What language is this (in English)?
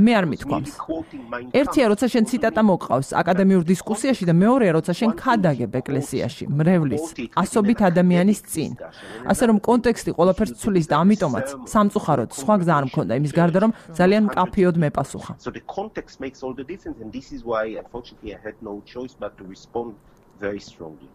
Georgian